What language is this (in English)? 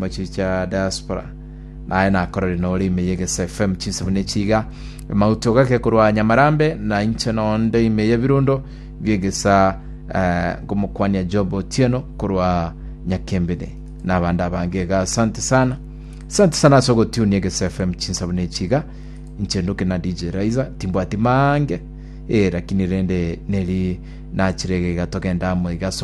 Gusii